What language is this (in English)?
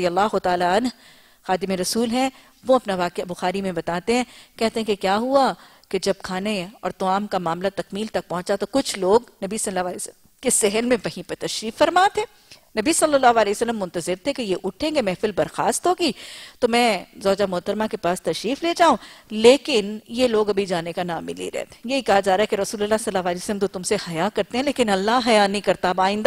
Urdu